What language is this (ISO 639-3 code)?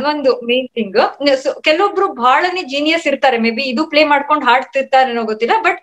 kan